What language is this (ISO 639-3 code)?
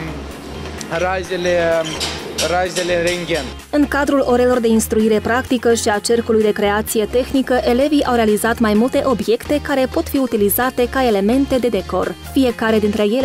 ron